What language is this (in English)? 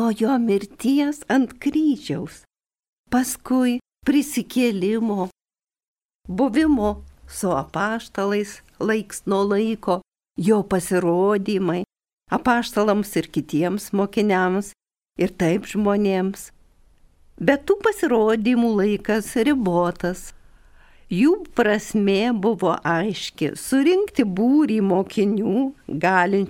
Lithuanian